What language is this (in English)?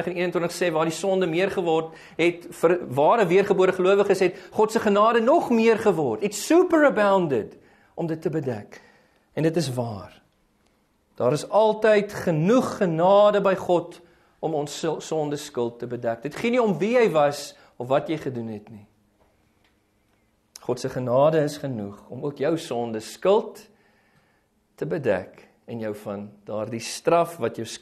Afrikaans